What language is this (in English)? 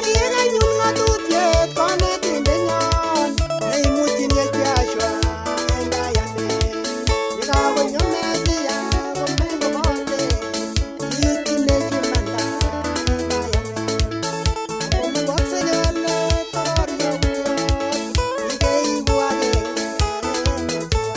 Kalenjin